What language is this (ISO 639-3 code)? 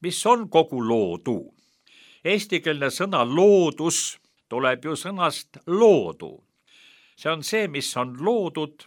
est